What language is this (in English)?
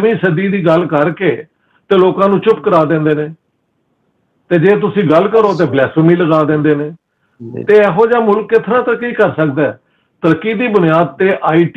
Punjabi